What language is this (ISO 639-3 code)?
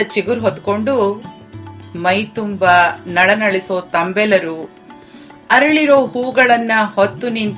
kan